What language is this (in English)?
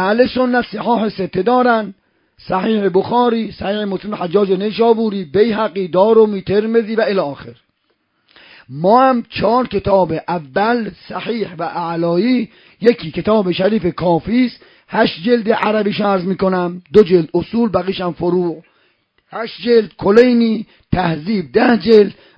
Persian